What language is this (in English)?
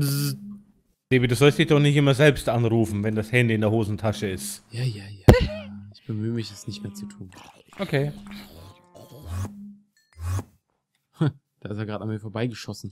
German